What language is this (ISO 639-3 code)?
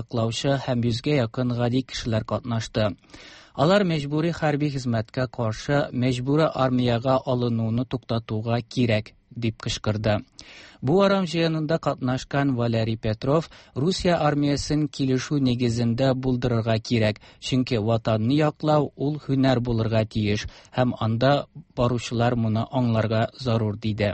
tat